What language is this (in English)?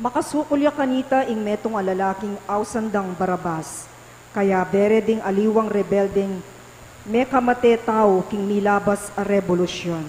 Pampanga